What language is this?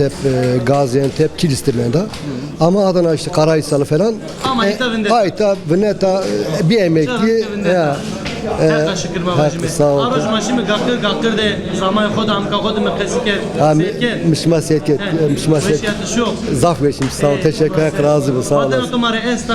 Zaza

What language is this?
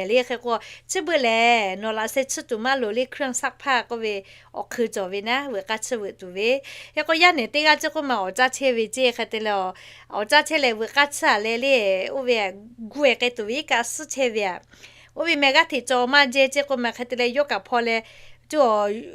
Lahu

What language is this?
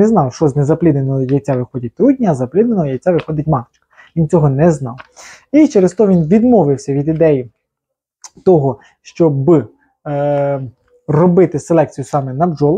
Ukrainian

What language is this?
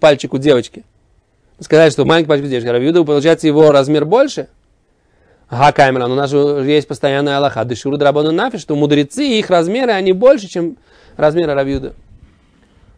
Russian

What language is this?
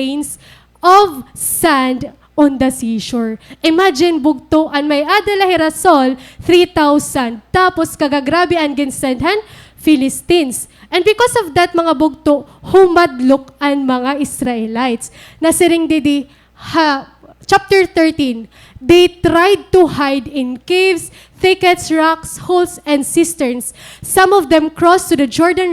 Waray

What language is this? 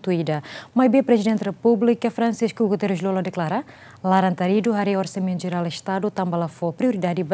Tetum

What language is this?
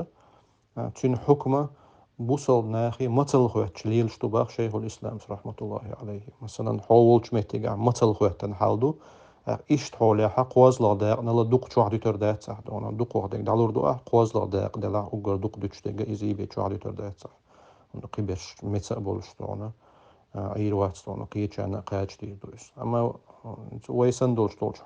Chechen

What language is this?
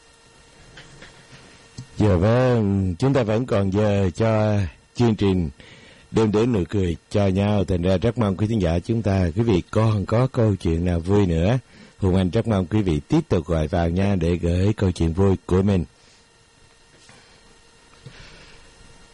Vietnamese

